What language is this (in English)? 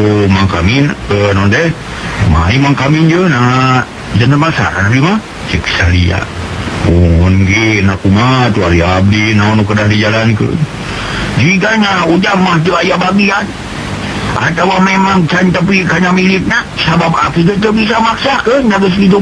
Sundanese